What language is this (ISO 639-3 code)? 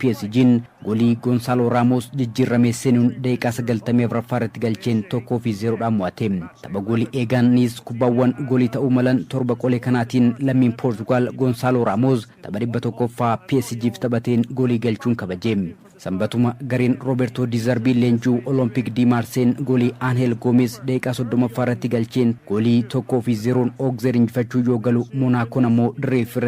orm